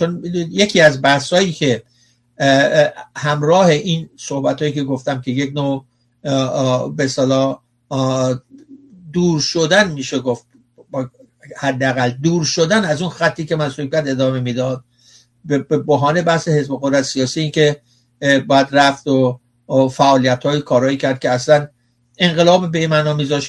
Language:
Persian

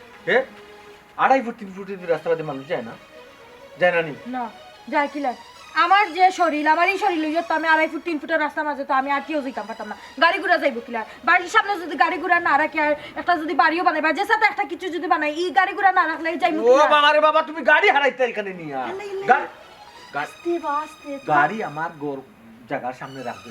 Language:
Sylheti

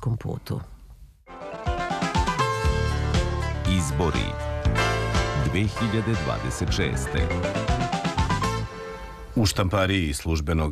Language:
Serbian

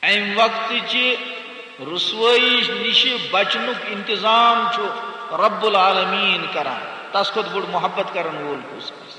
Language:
Kashmiri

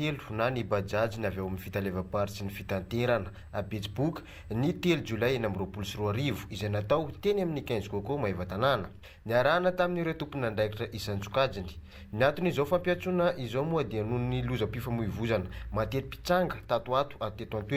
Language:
Malagasy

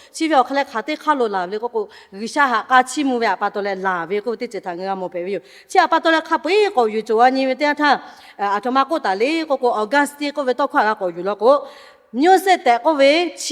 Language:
Lahu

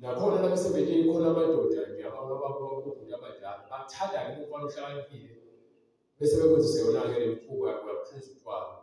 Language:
Zulu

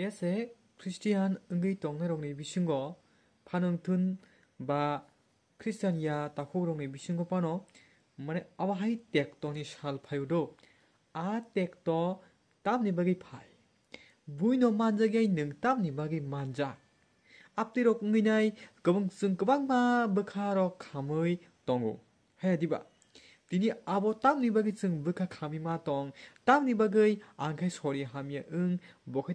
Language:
Kok Borok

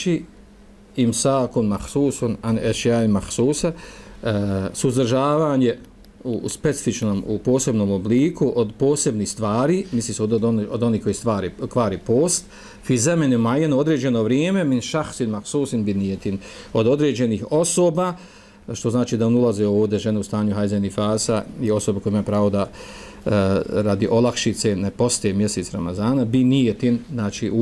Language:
Bosnian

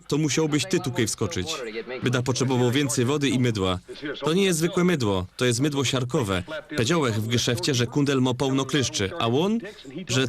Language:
Silesian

